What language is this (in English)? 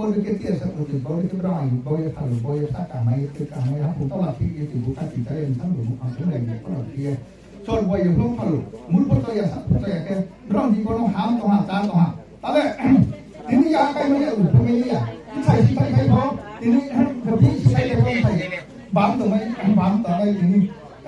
Riang (India)